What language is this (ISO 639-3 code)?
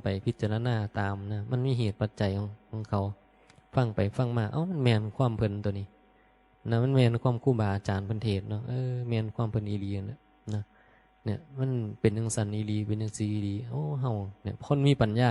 tts